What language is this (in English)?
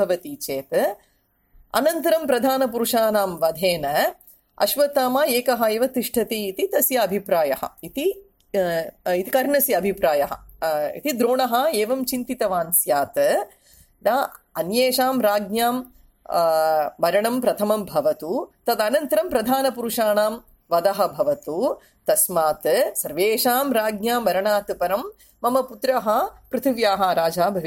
Sanskrit